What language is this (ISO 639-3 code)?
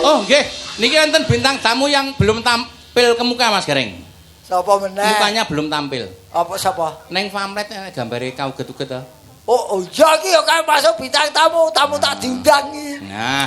jav